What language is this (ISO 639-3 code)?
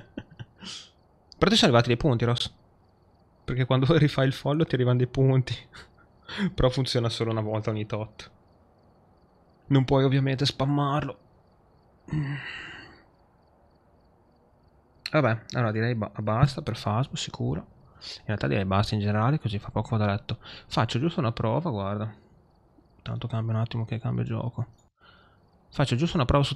ita